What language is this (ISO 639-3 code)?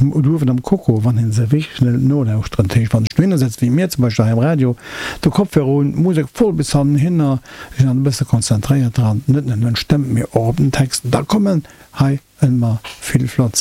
ltz